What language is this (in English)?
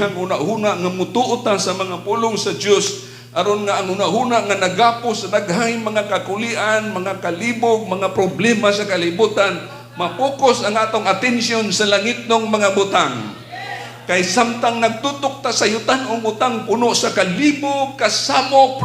Cebuano